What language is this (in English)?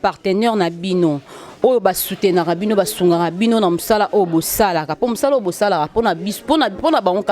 Lingala